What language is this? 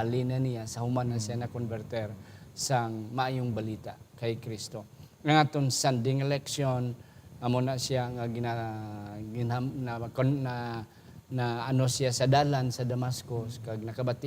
Hiligaynon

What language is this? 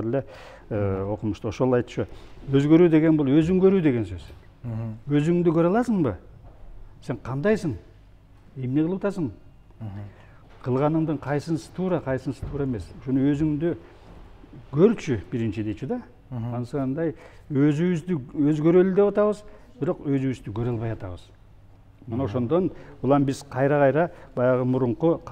Kyrgyz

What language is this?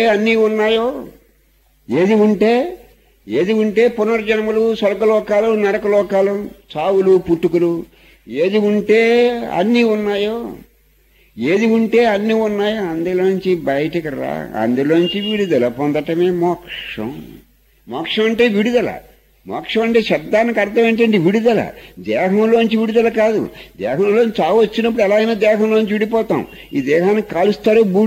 Telugu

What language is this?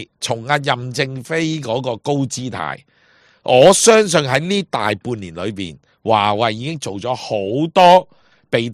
Cantonese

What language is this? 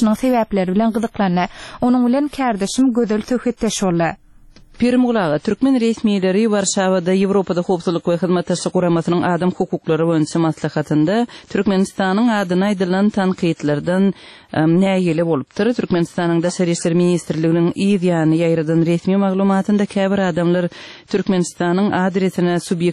Turkmen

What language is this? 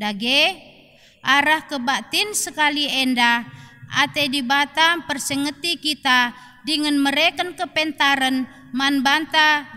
Batak Karo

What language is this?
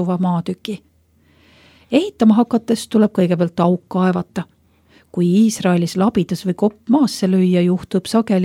Estonian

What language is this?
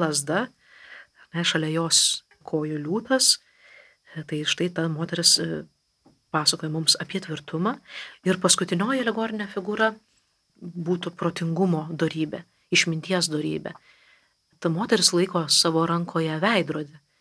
Lithuanian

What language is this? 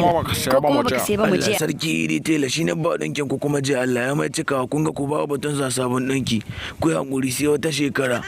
Hausa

